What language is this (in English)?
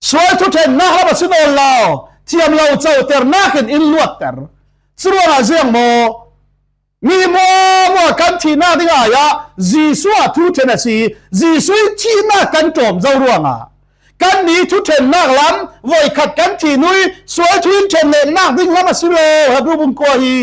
Falam Chin